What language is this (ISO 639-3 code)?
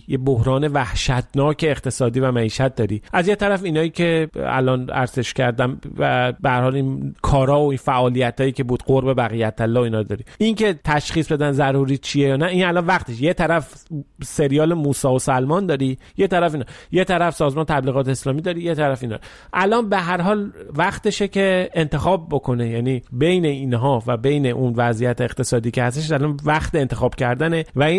fas